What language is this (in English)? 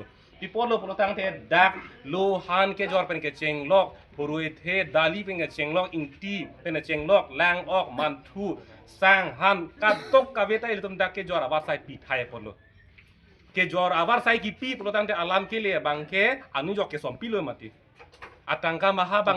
Karbi